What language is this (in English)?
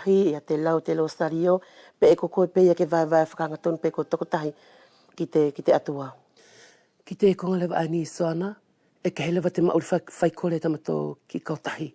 Wallisian